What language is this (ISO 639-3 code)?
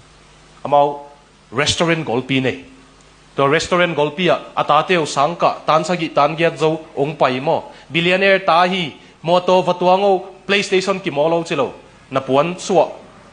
ctd